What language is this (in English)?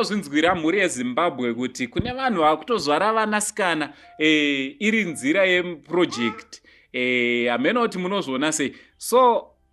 Shona